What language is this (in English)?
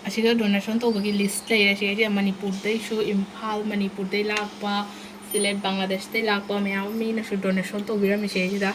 Manipuri